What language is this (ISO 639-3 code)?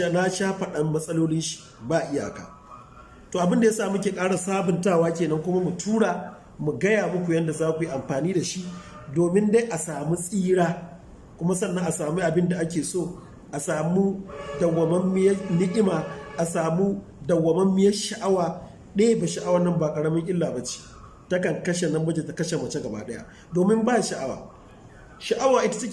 hau